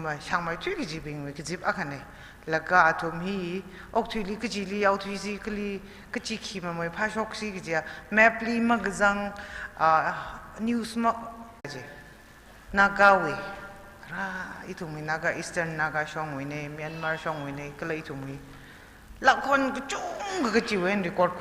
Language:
Tangkhul Naga (India)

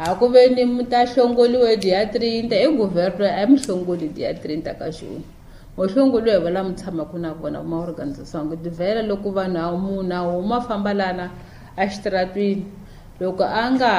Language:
Tsonga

